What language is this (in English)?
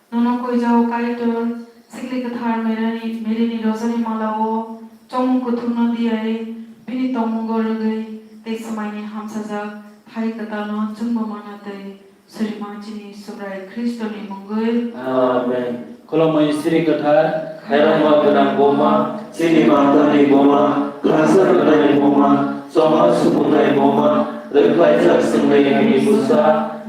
Kok Borok